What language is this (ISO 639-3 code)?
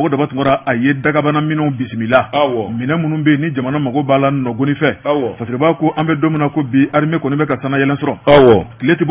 bam